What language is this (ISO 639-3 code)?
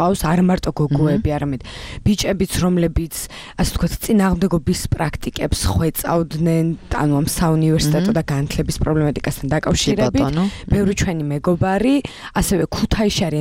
kat